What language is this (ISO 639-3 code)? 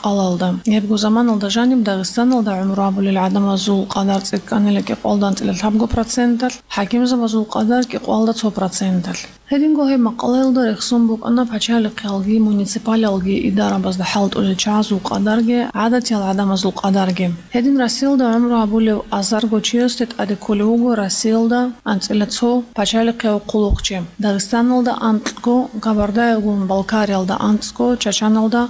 ava